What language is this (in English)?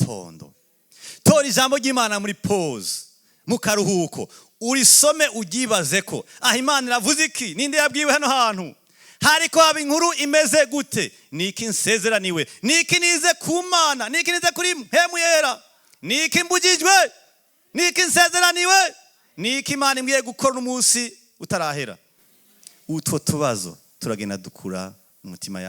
Rundi